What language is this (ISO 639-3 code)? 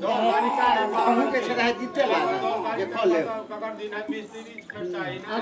mai